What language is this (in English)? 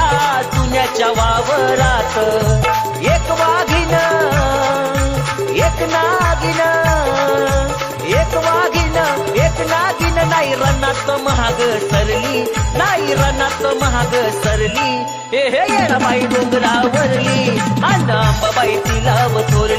Marathi